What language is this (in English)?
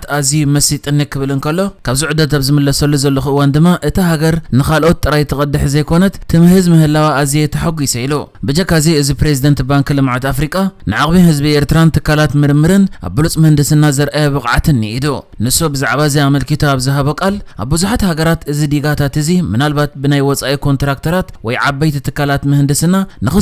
Tigrinya